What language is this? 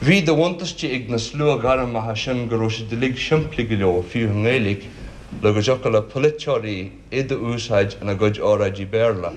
Irish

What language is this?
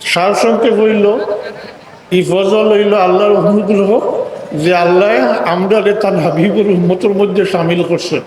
Sylheti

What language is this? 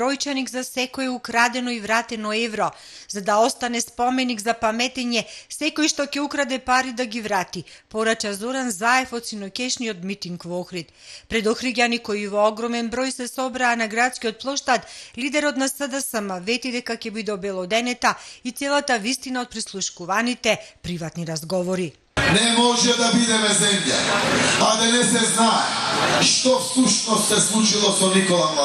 Macedonian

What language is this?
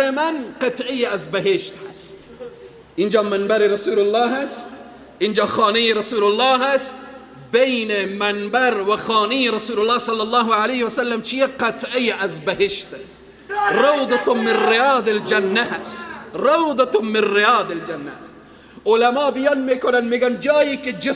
Persian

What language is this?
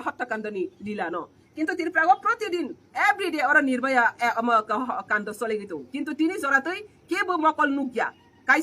Riang (India)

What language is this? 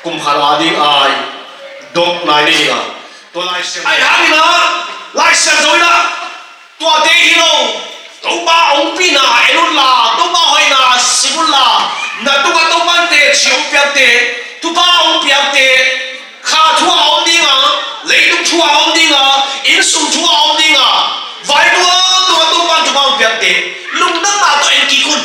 Tedim Chin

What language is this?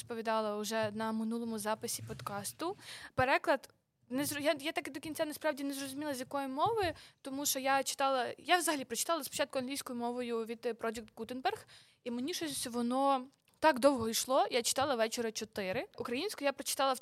Ukrainian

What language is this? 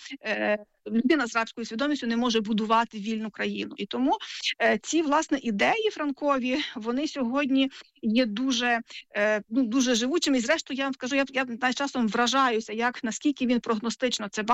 Ukrainian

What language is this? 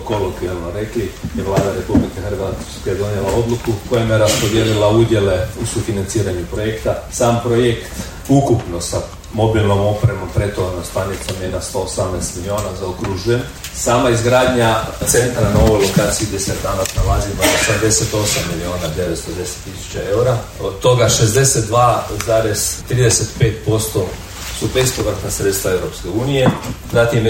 Croatian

